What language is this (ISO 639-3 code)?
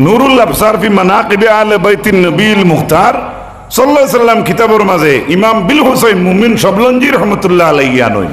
syl